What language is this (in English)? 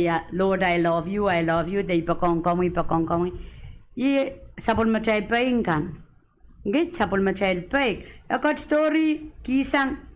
Pohnpeian